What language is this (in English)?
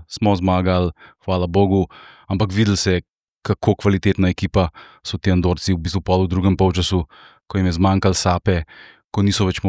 Slovenian